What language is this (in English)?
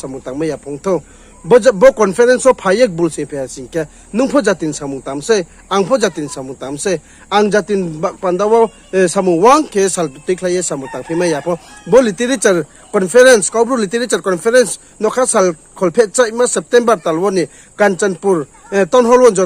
Riang (India)